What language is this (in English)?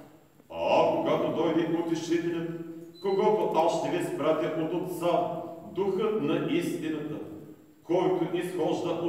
Bulgarian